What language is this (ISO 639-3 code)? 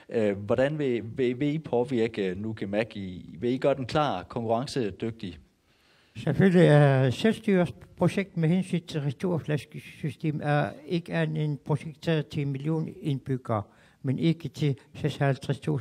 dan